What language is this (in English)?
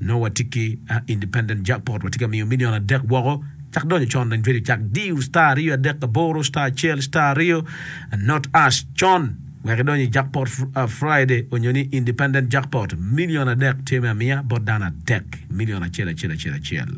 Acoli